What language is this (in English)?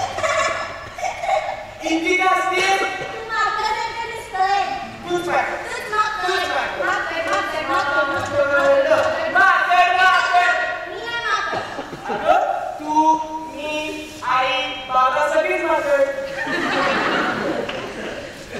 Marathi